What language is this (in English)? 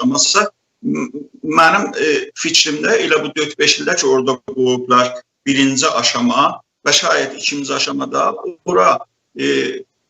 South Azerbaijani